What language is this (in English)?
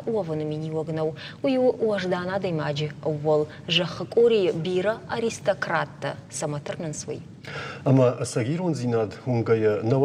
Ossetic